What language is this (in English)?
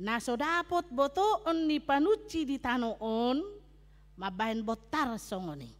Batak Toba